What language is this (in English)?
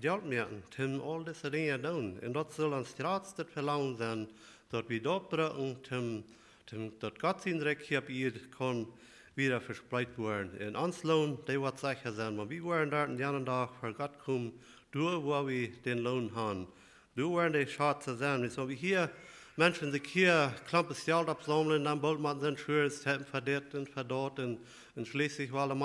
Plautdietsch